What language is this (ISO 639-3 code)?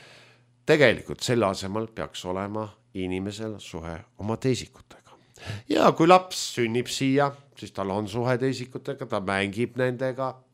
est